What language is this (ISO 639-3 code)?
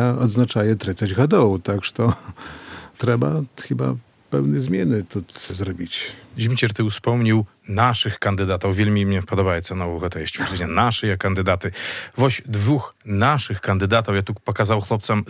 bel